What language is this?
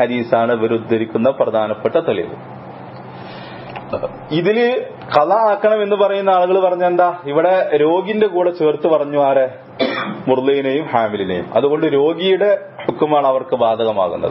Malayalam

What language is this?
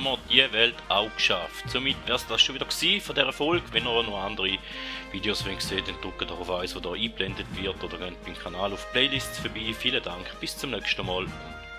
Swiss German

